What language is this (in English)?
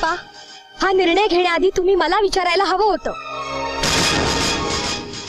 Marathi